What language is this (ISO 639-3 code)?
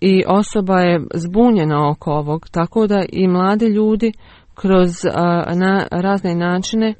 bos